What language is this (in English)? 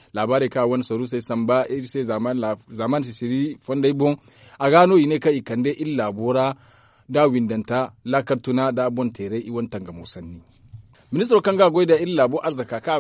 Zarma